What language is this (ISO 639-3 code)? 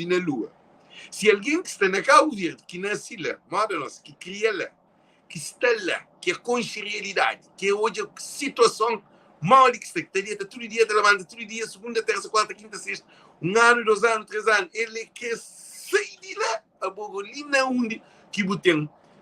kea